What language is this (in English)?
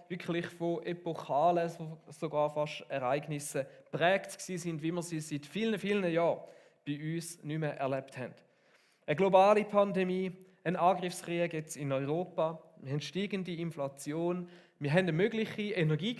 Swiss German